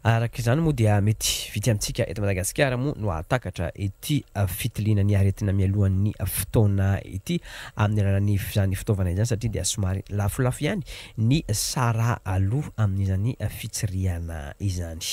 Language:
Malagasy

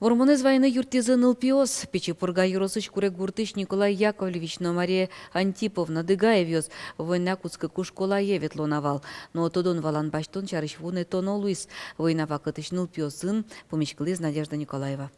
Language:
Udmurt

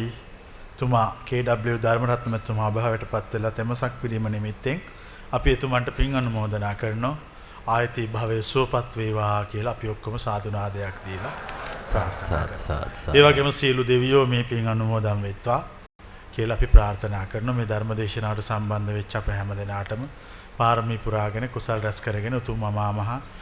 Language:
Sinhala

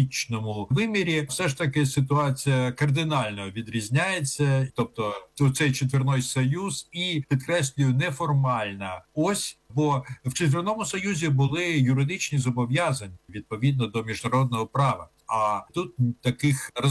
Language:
Ukrainian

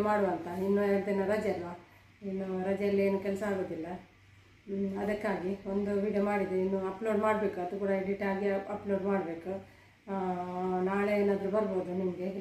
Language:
Kannada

